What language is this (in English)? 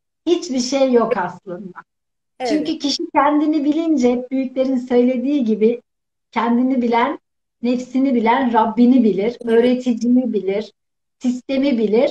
Turkish